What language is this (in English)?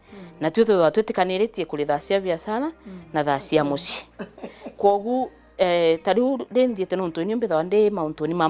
Meru